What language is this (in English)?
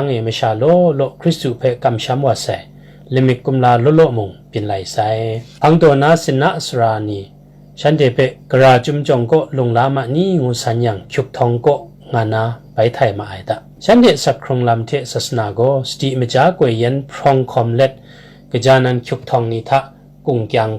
Kachin